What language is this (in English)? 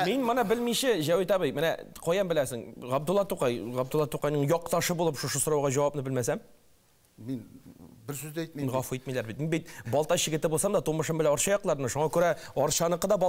Tatar